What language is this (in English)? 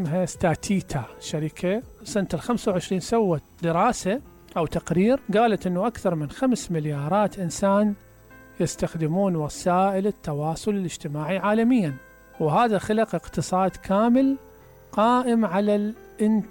Mesopotamian Arabic